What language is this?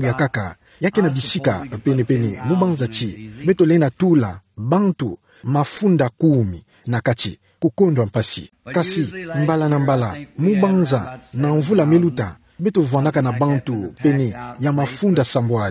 Kituba (Democratic Republic of Congo)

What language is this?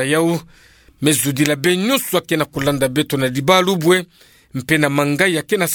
Kituba (Democratic Republic of Congo)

